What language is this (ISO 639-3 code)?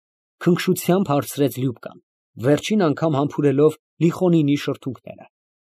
hye